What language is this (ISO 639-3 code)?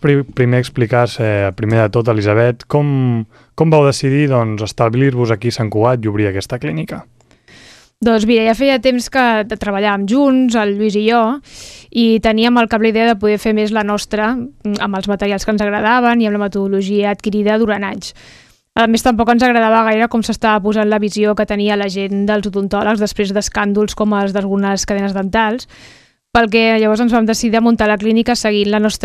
cat